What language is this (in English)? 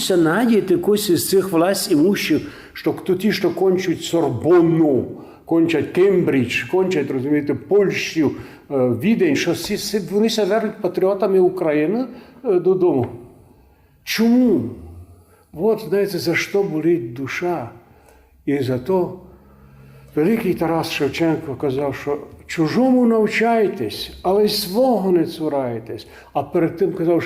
Rusyn